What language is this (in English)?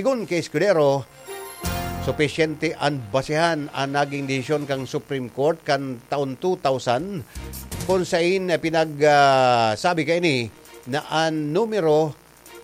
Bikol